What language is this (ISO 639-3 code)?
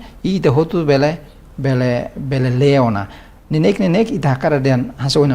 tet